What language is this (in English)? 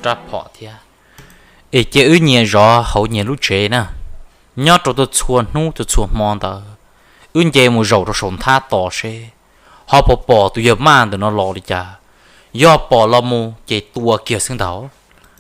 Hmong